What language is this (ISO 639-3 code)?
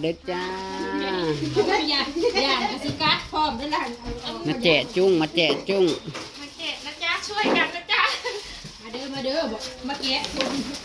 tts